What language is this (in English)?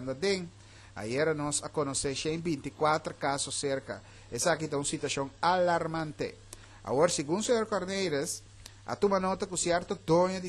Papiamento